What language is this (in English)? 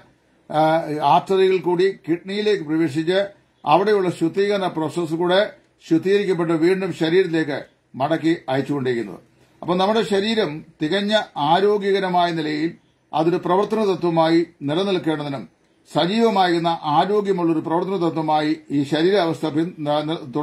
Malayalam